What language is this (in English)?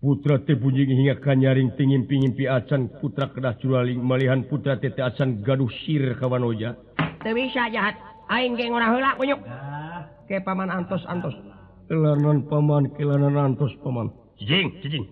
Sundanese